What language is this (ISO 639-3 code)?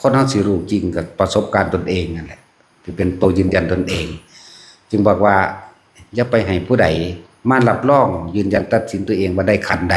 lao